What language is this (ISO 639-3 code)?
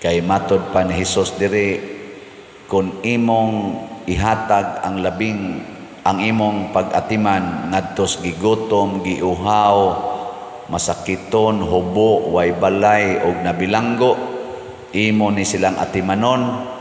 ceb